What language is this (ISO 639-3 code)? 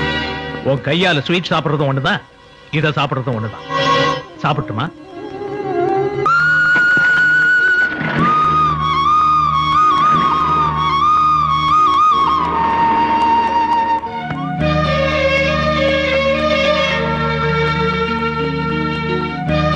tam